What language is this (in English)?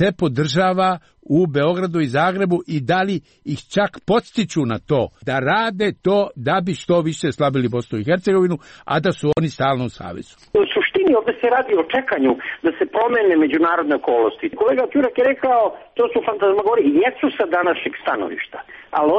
Serbian